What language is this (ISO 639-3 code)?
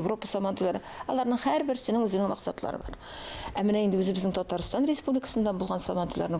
tat